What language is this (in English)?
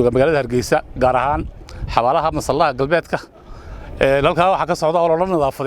Somali